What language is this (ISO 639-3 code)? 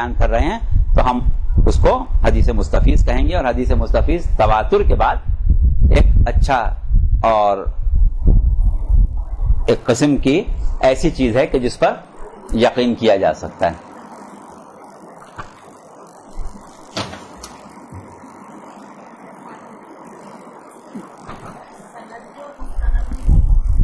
urd